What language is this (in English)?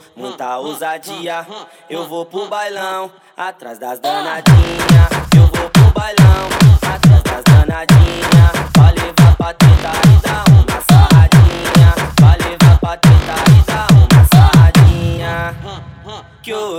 Portuguese